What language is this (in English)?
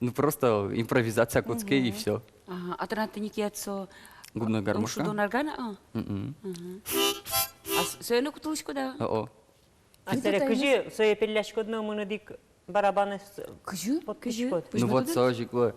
Udmurt